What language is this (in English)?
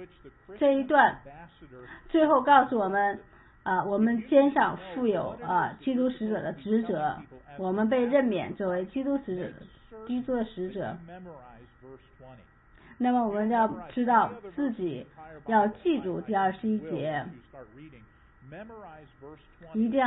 Chinese